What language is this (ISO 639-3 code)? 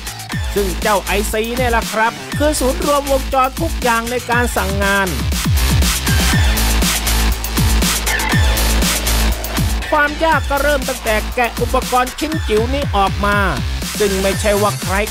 tha